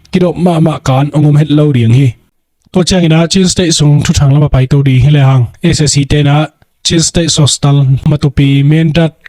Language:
Tedim Chin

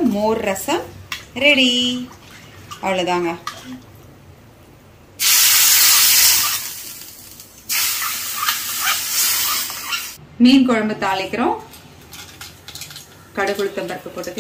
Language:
Tamil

